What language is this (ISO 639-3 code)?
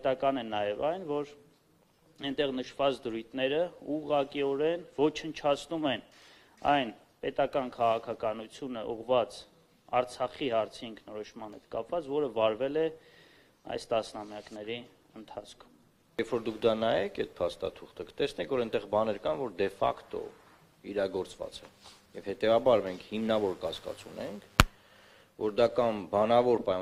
hye